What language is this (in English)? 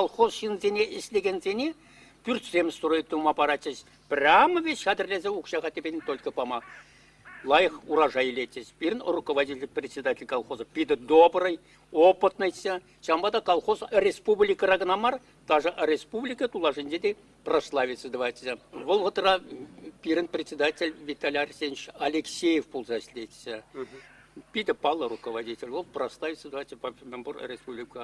Chuvash